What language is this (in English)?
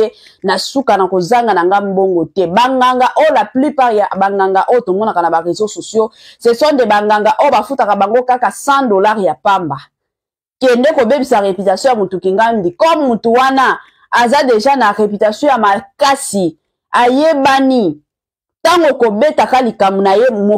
Lingala